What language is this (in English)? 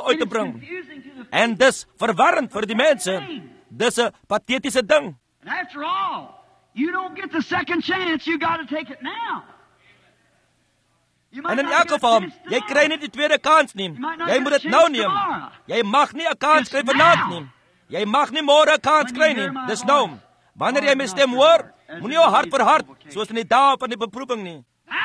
Afrikaans